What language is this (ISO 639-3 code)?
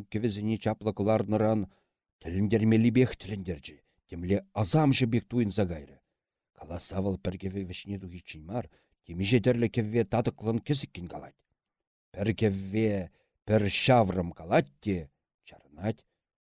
chv